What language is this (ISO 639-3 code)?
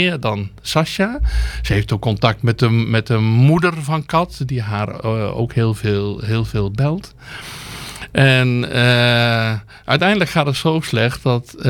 nld